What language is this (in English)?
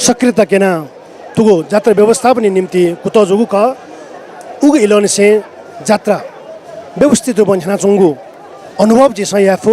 Newari